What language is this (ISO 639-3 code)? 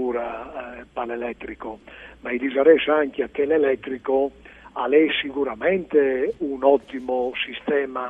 fur